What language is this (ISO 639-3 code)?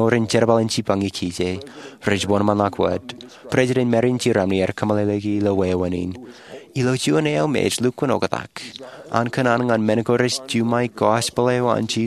mah